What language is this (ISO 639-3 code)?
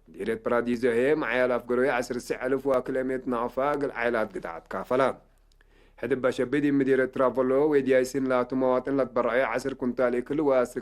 tig